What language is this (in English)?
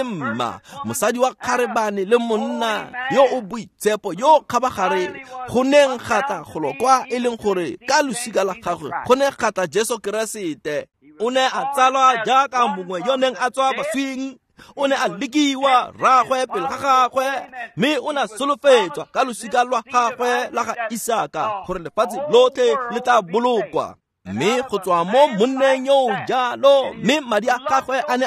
Tswana